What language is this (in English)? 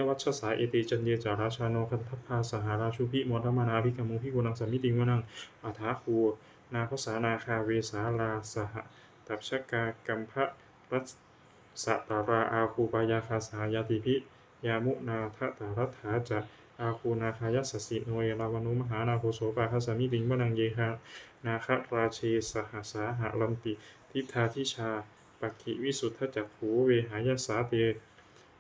Pali